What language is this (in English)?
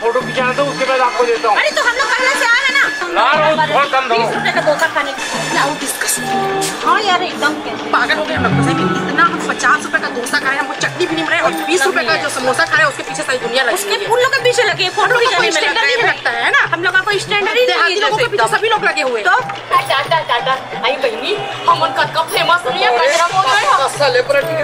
Chhattisgarhi